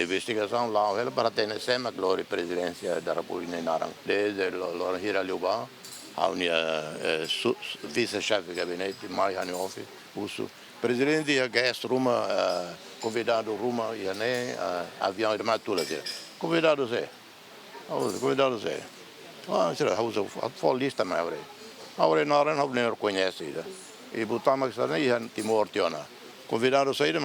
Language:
Tetum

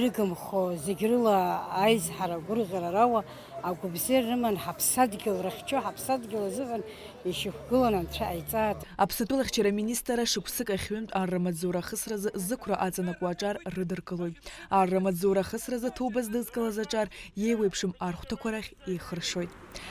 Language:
Abkhazian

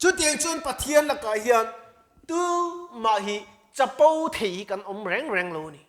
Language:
Mizo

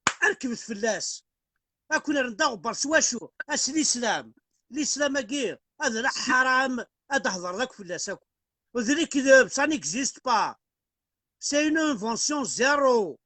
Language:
Kabyle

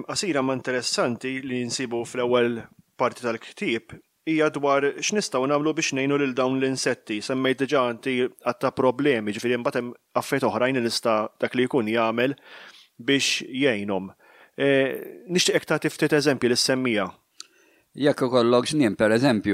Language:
Maltese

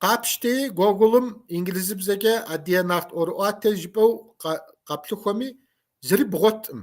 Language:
Kabardian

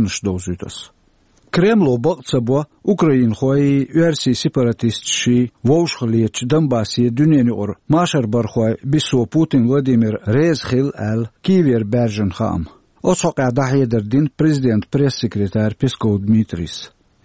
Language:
Chechen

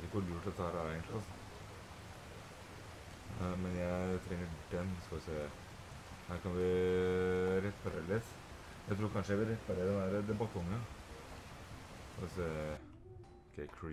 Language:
Norwegian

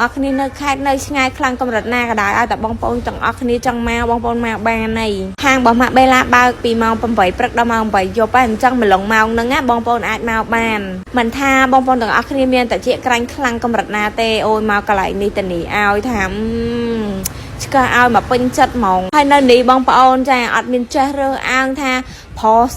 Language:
Khmer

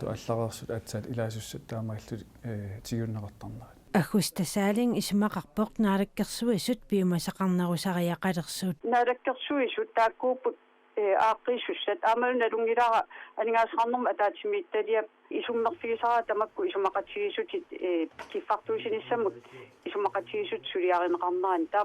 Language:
Kalaallisut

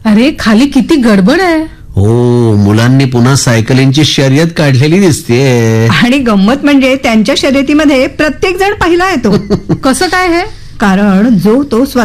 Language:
Marathi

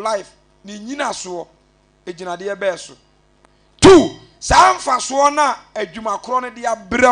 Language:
Akan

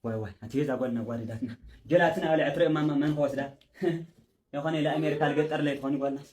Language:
Tigrinya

